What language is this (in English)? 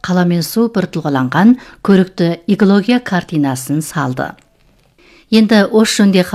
Kazakh